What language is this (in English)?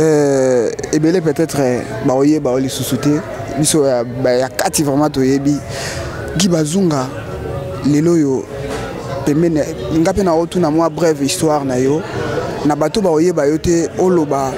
Lingala